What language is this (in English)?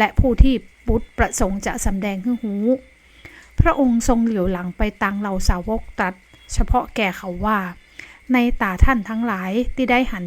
Northern Thai